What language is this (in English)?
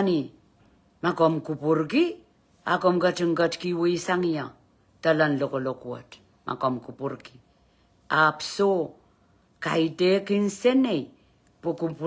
Pohnpeian